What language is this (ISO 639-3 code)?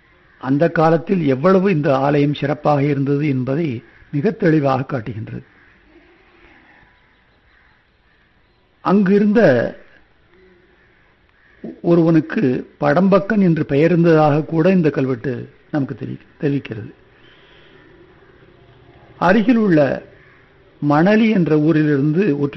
tam